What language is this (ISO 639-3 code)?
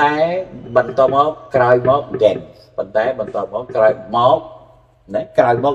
khm